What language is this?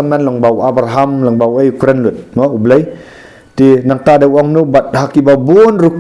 Khasi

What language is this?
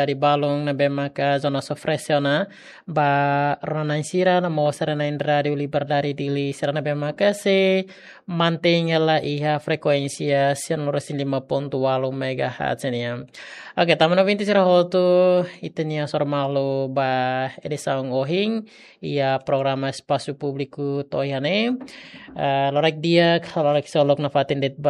Tetum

